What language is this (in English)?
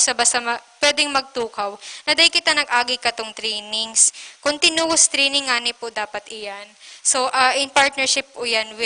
Bikol